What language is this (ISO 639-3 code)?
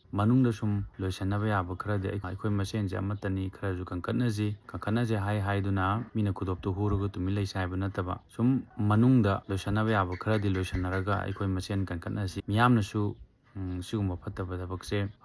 mni